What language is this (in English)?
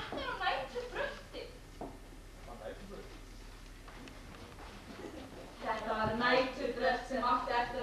Icelandic